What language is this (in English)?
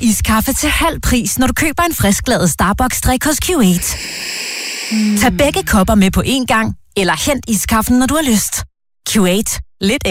Danish